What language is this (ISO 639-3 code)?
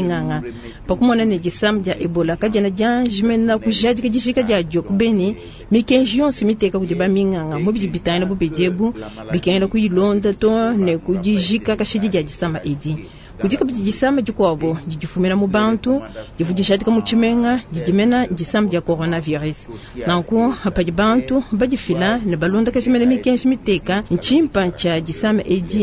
lua